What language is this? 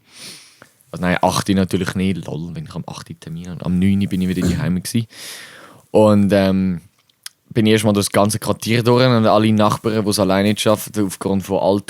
Swiss German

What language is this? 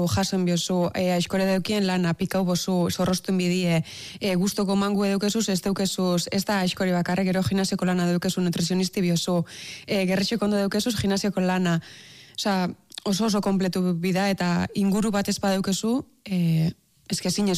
Basque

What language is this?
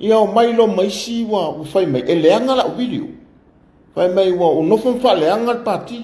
Samoan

